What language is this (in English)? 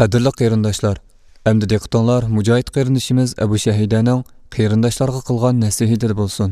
Uyghur